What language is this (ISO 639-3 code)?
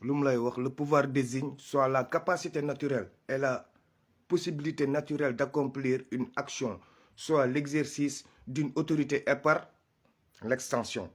wol